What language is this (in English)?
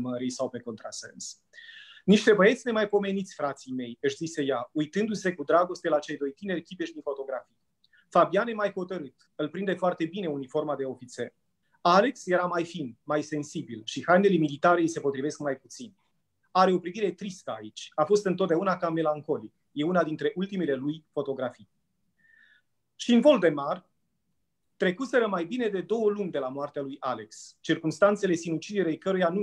Romanian